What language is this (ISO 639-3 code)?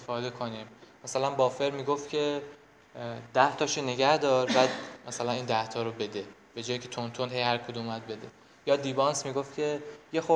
fas